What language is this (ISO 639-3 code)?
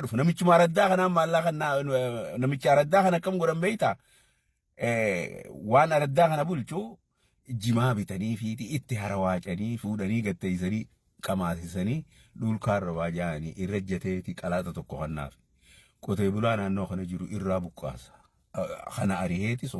orm